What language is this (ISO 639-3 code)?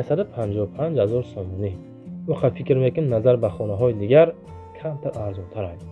tgk